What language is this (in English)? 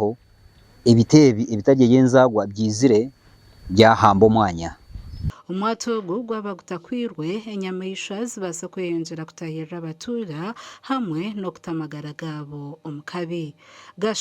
Nyankole